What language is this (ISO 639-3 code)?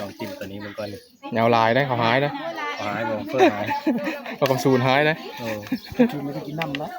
tts